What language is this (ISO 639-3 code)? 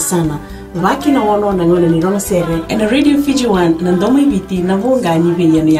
fij